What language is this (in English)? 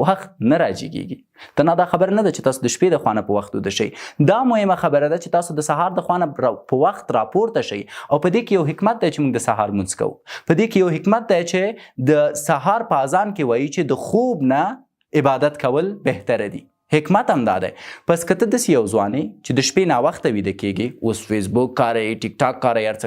Pashto